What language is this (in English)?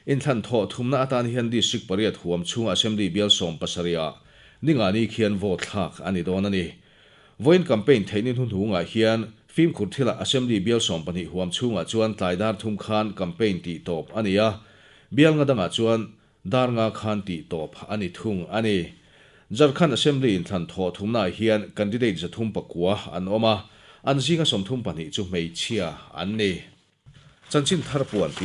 Mizo